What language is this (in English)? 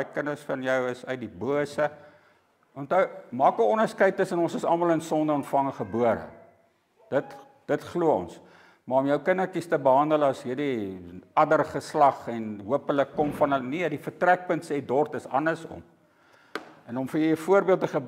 Afrikaans